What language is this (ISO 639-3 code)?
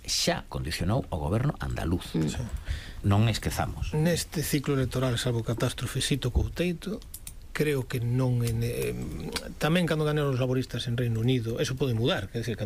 glg